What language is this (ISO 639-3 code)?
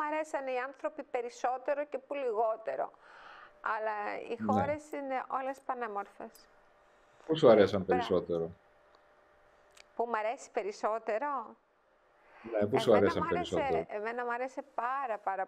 ell